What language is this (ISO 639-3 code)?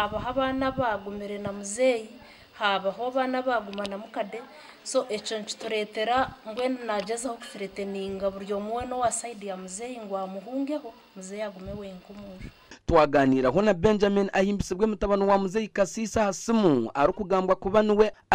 nyn